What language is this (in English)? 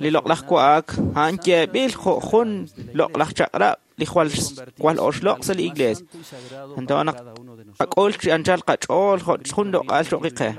Kekchí